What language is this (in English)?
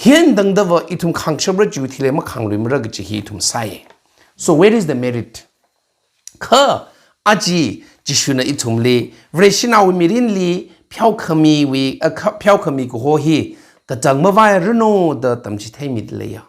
Tangkhul Naga (India)